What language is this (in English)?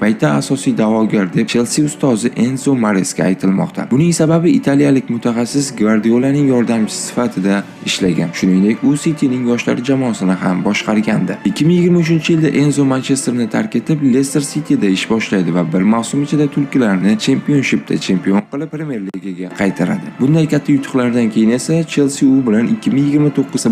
Uzbek